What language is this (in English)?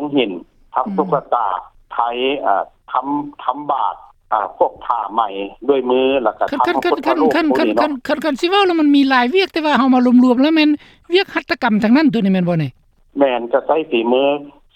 Lao